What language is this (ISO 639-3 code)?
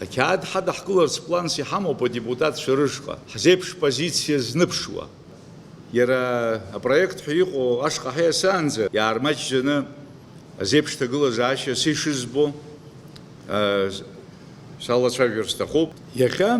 abk